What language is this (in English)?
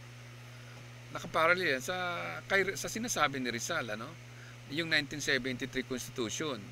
Filipino